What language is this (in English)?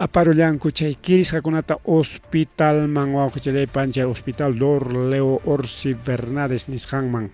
Ayacucho Quechua